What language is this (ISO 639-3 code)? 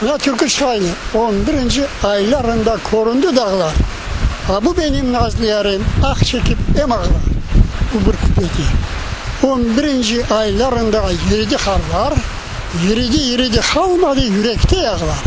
crh